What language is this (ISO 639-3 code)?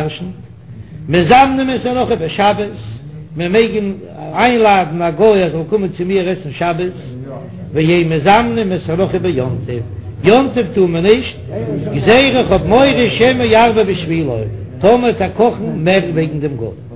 yid